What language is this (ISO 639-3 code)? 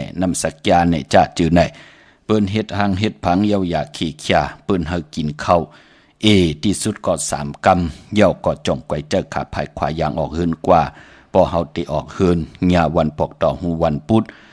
shn